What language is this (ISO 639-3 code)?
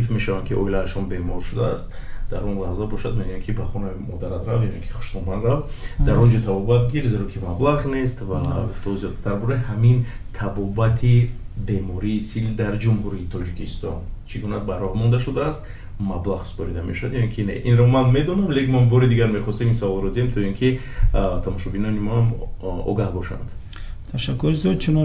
tgk